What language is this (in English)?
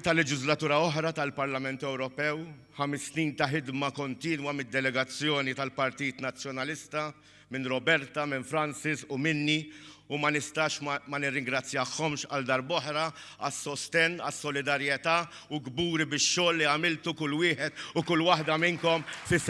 Maltese